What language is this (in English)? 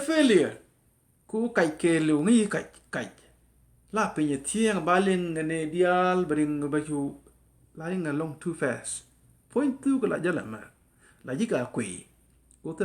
Nuer